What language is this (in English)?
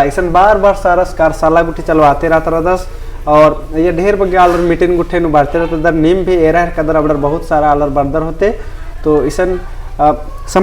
Kurukh